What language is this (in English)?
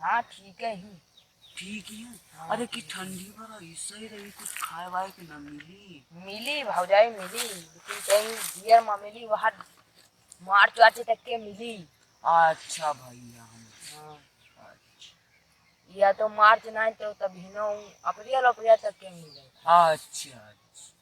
Awadhi